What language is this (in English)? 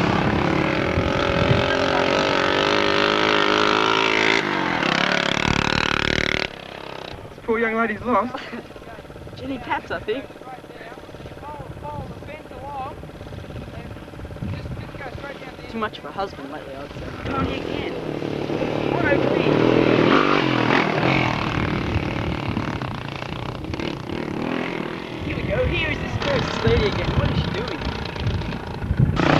English